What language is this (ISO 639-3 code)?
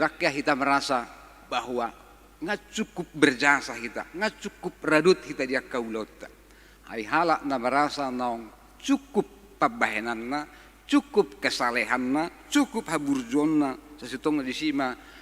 bbc